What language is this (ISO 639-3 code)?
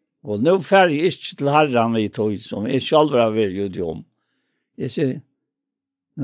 fao